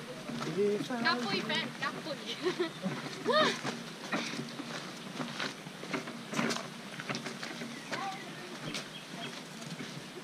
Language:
Filipino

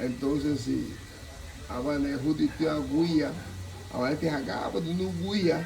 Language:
Garifuna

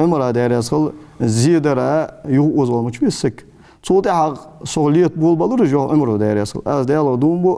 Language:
Ingush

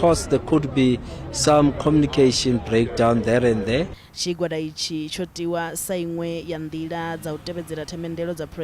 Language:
Venda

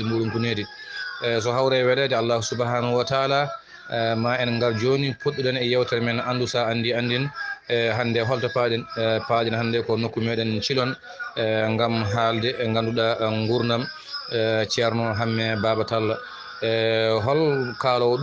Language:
Fula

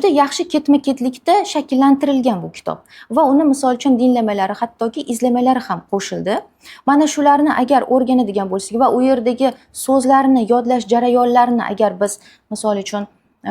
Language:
Uzbek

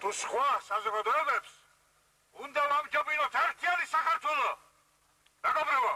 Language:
Georgian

